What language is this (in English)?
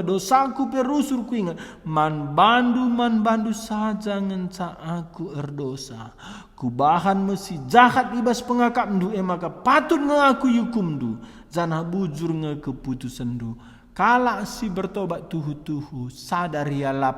Batak Karo